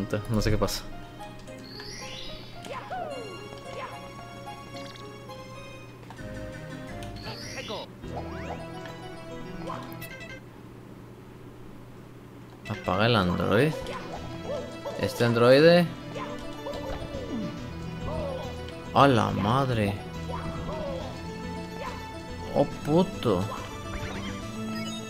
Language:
Spanish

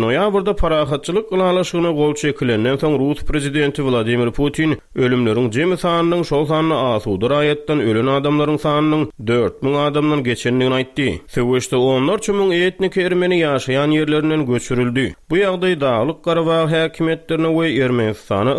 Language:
Turkmen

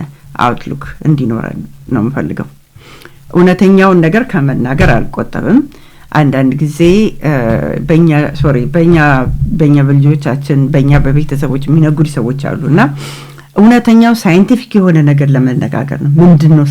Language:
Amharic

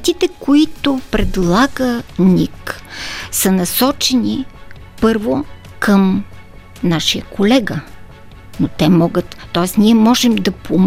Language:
Bulgarian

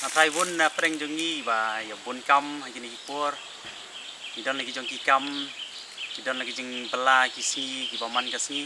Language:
Khasi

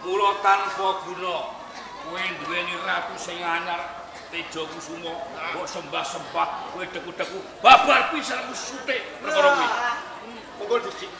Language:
Javanese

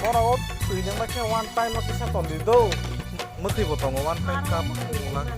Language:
Kok Borok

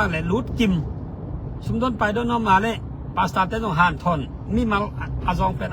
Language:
Tedim Chin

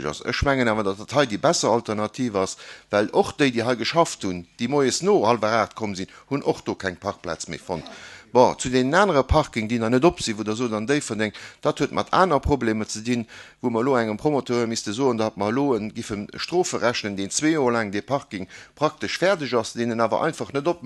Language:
Luxembourgish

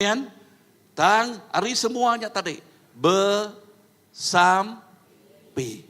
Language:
Iban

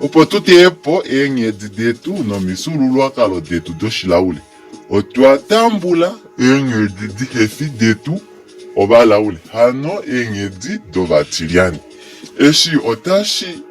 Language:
Kuanyama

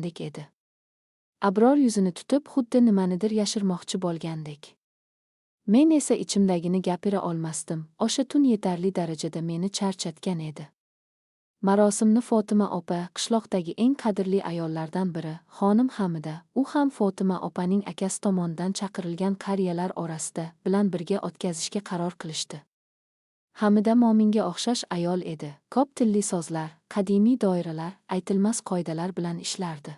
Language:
Uzbek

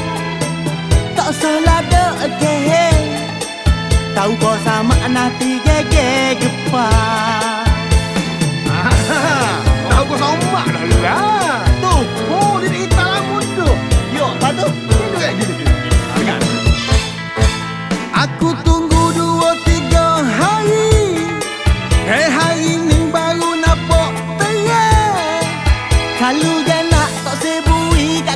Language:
Malay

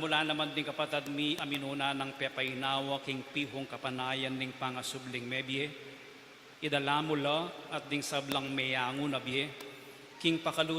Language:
Pampanga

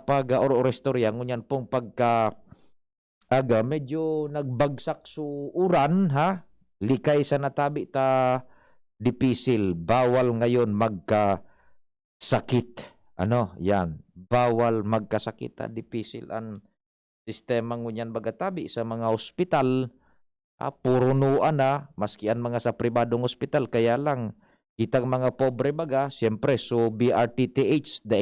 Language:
Bikol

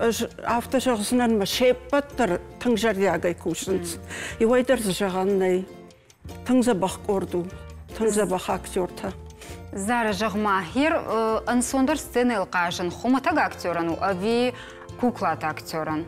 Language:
Ossetic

